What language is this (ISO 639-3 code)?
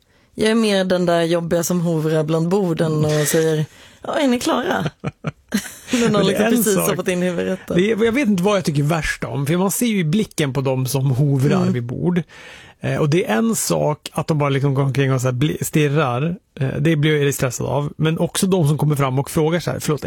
swe